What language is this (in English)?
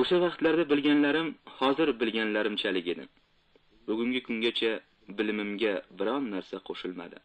Uzbek